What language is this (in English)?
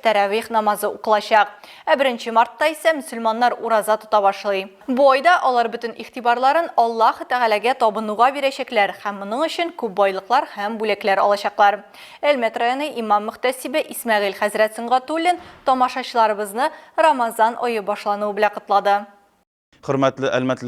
Tatar